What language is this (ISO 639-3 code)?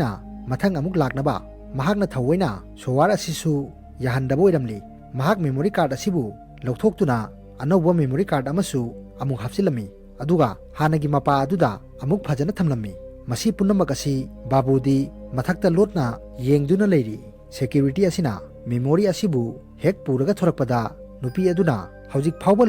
mni